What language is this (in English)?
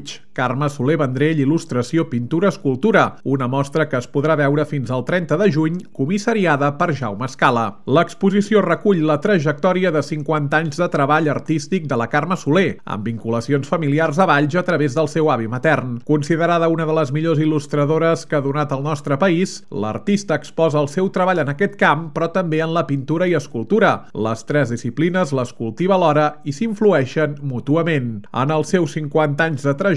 Catalan